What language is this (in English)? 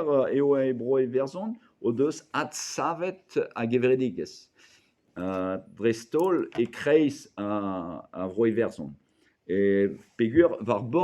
Breton